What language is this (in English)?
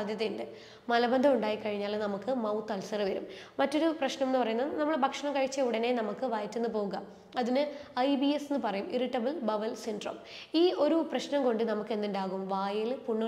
Malayalam